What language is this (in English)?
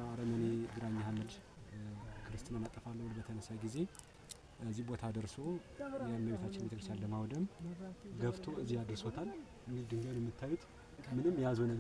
Amharic